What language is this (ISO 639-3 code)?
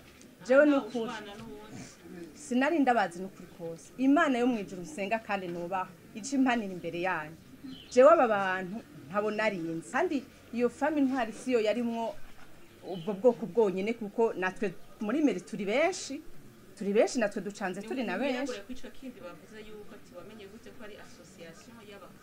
run